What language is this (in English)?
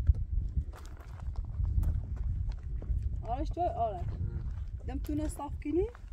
Persian